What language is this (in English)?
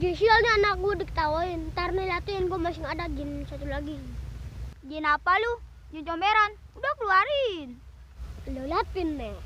Betawi